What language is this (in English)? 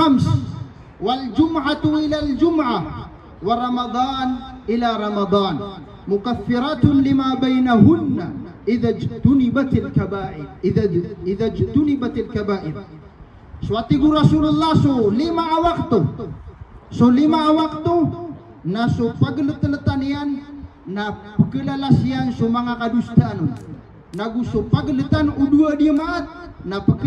Maranao